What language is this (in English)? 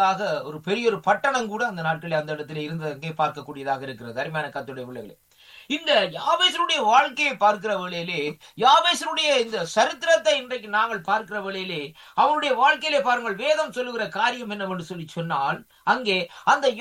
Tamil